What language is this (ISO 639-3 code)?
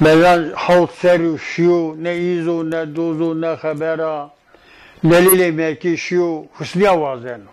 zza